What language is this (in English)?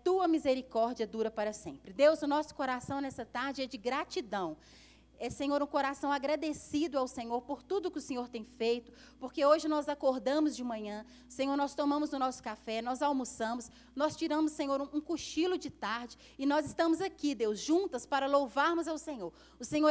Portuguese